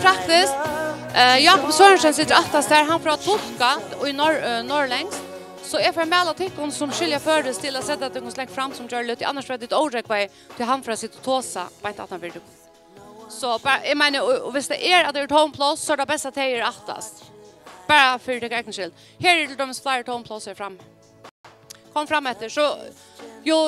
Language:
Faroese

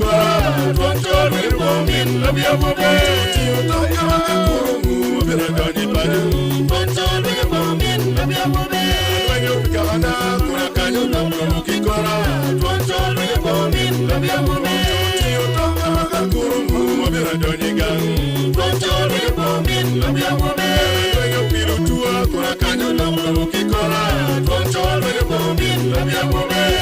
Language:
Acoli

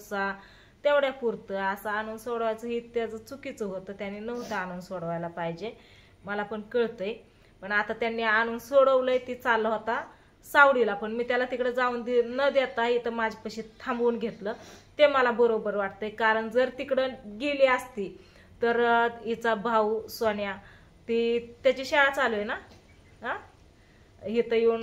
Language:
Marathi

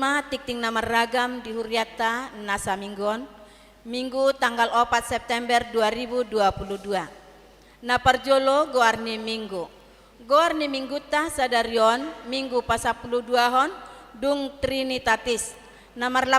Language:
Batak Toba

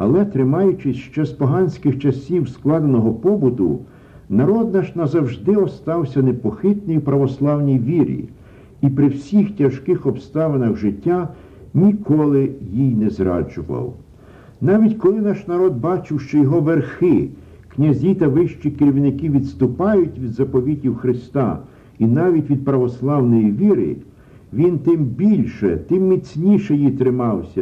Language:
Ukrainian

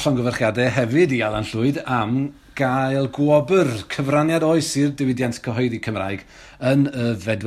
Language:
Welsh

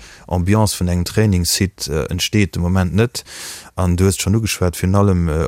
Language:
Luxembourgish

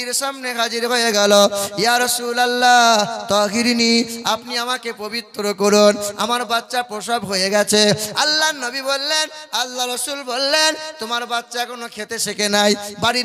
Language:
Bangla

